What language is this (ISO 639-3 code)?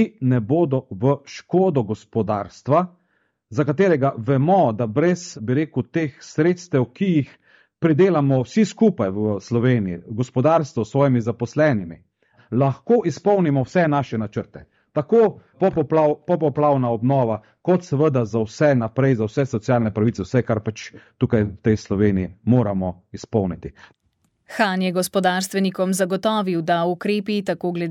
slv